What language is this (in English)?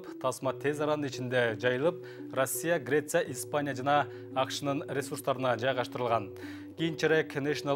Kyrgyz